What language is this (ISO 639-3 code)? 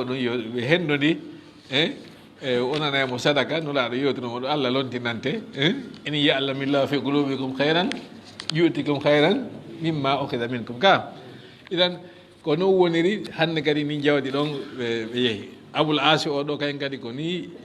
ful